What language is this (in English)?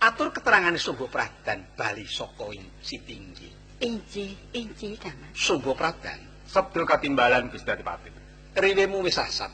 Javanese